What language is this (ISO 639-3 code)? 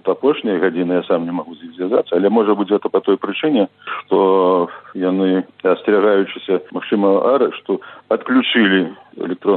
bel